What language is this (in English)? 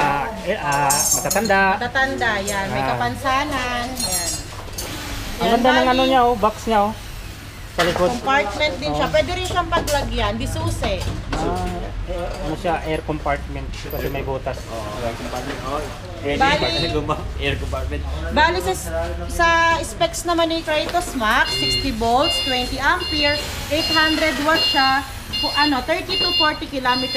Filipino